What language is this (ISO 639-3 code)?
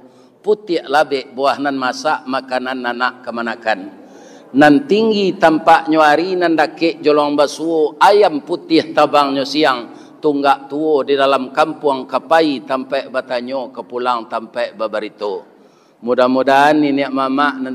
min